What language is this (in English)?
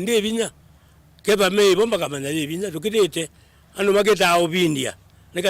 Kamba